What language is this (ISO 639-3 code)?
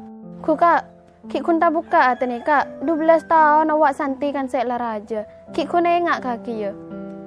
mad